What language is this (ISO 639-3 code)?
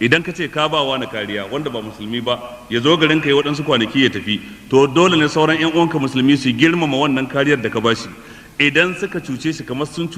hau